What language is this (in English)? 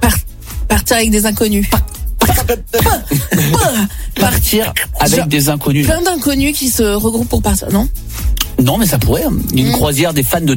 French